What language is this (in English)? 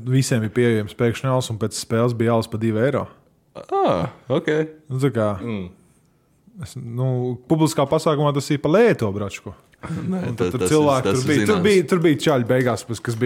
Latvian